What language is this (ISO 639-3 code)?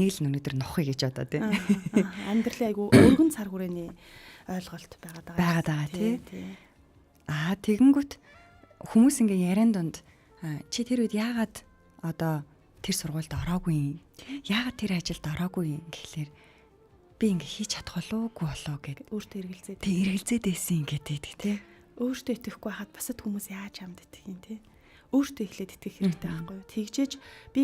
mon